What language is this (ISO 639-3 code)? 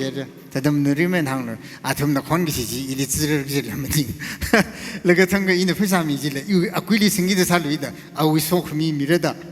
nmf